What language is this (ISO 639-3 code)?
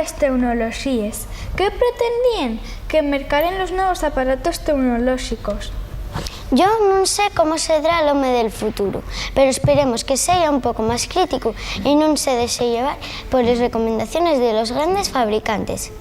ast